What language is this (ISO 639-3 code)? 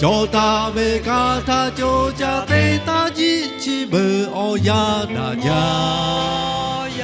lhu